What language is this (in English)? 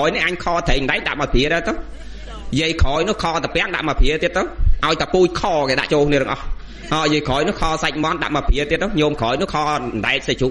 Khmer